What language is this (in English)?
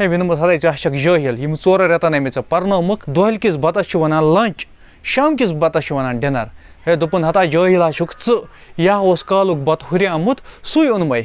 Kashmiri